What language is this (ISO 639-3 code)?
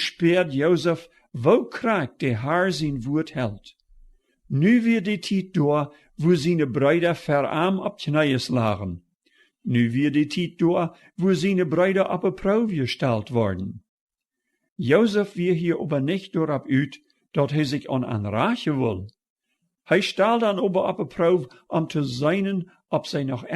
pdt